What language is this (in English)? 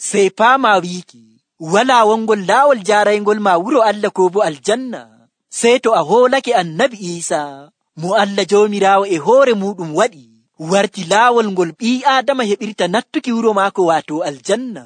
Nigerian Fulfulde